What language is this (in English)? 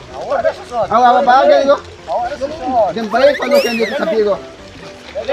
Minangkabau